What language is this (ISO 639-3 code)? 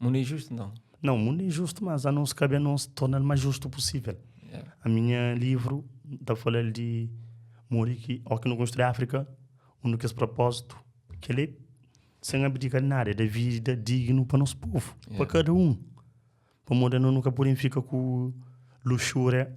kea